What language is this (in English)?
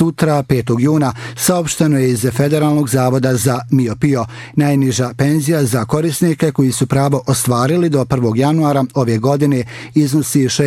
Bosnian